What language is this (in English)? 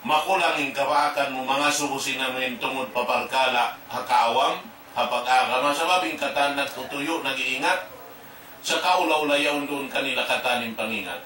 Tausug